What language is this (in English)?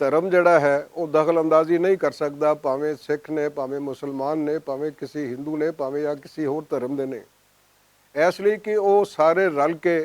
Western Panjabi